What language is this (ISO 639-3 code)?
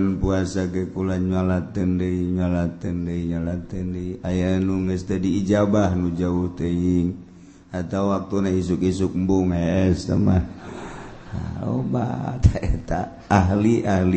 sun